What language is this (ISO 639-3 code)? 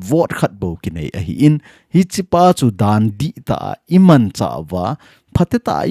tcz